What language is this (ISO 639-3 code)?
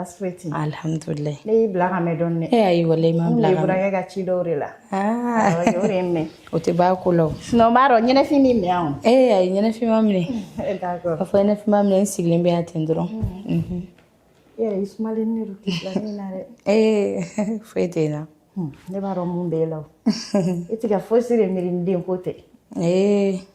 bam